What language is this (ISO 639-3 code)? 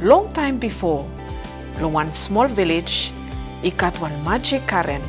bis